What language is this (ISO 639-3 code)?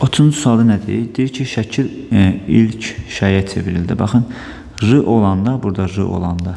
aze